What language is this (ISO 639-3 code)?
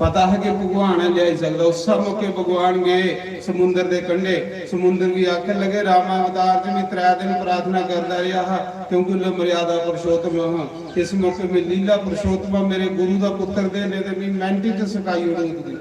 doi